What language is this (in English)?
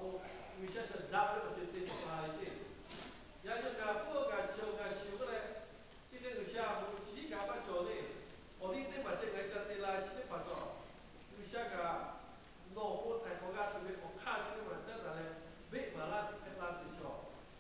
Lahu